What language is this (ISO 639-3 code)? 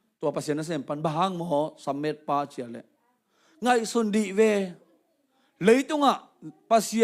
ctd